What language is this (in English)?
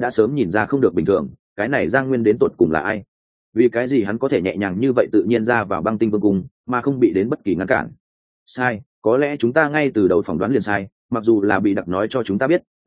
Vietnamese